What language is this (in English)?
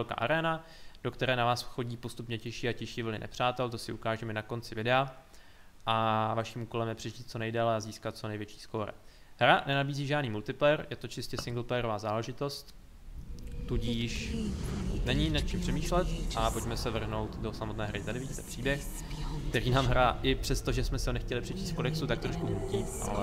Czech